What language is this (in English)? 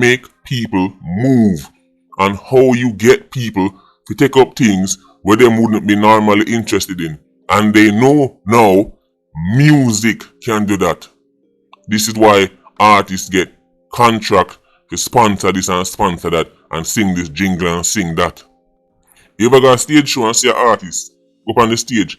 Jamaican Creole English